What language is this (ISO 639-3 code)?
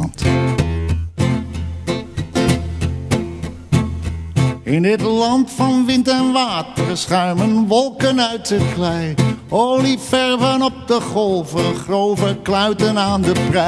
nld